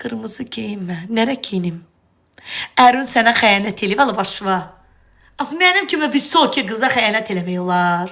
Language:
Azerbaijani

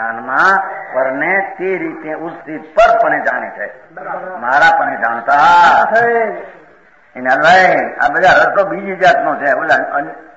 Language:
Gujarati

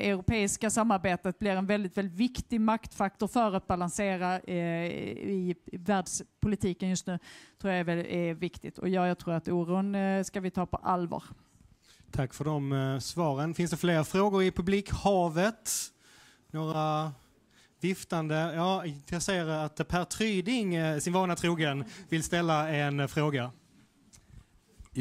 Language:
Swedish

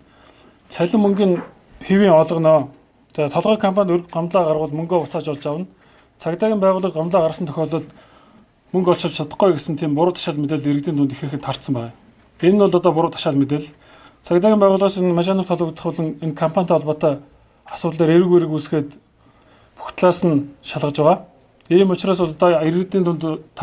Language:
Mongolian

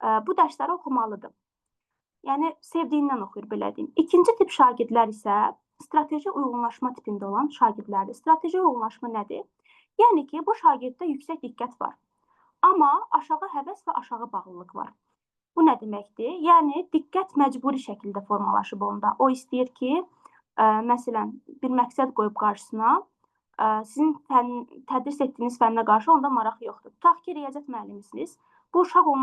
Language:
Azerbaijani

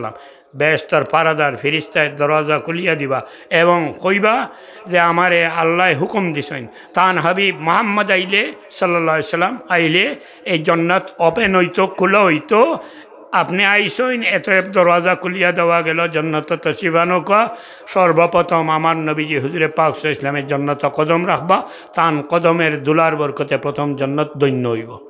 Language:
Sylheti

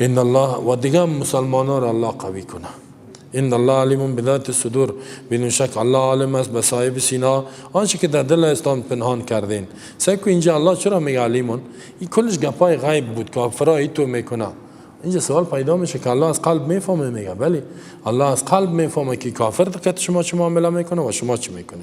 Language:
Persian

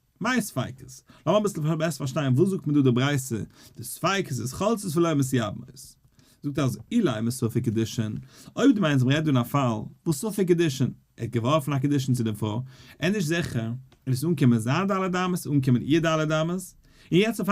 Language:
Yiddish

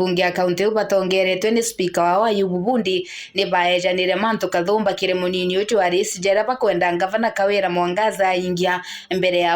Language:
Meru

